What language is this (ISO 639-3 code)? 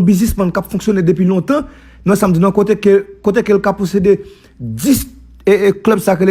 hat